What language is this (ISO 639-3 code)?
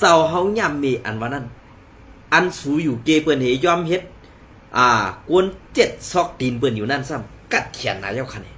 shn